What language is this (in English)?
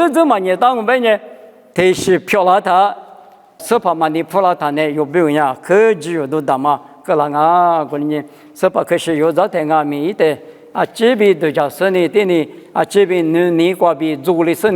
Lisu